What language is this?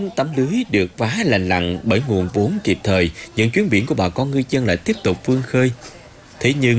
Vietnamese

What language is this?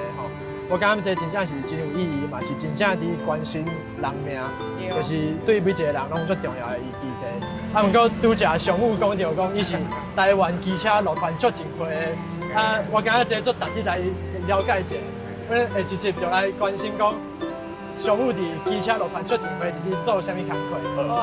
Min Nan Chinese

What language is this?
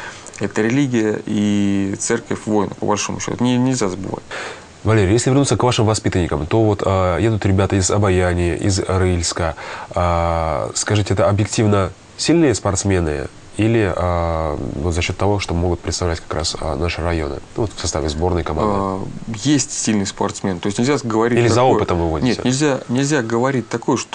Russian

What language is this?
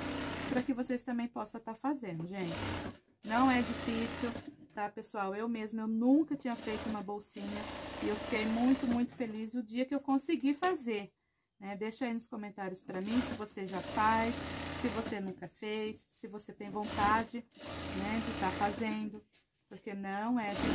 Portuguese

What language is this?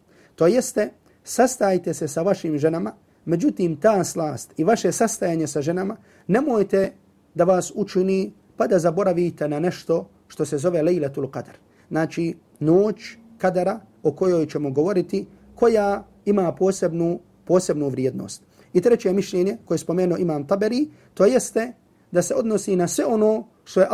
Bosnian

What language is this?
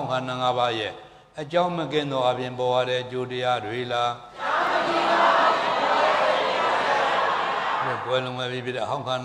Burmese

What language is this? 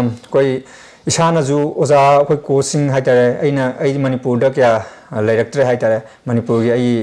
Manipuri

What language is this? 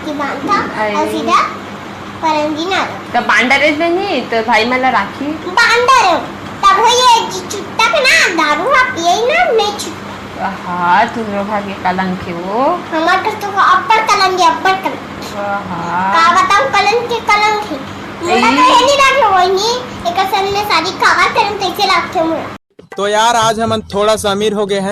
Chhattisgarhi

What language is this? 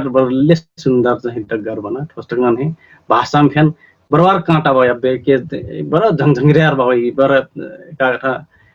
Dangaura Tharu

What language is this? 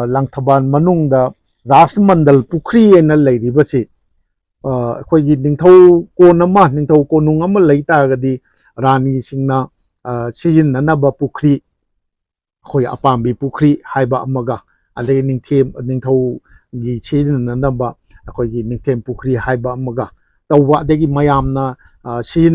Manipuri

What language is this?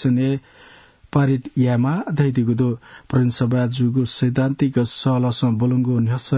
Newari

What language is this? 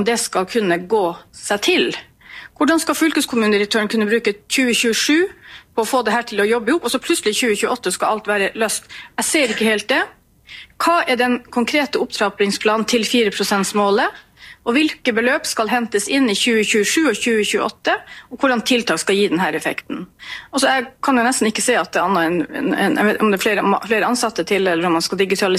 Norwegian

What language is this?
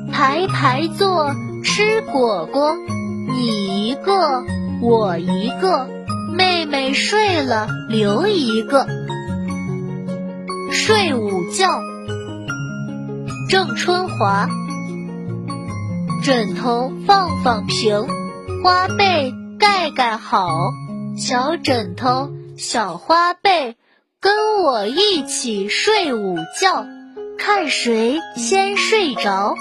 Chinese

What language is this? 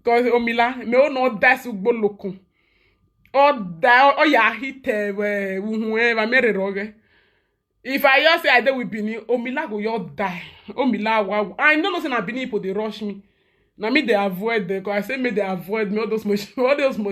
Nigerian Pidgin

